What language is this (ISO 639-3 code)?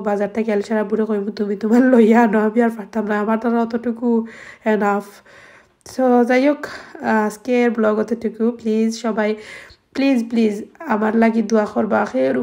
syl